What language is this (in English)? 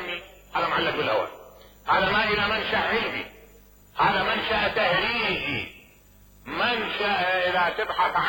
Mesopotamian Arabic